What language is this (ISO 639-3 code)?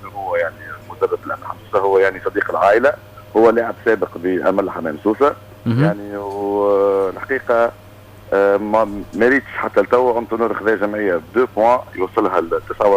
aeb